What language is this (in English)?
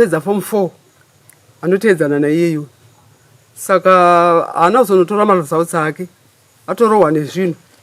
Shona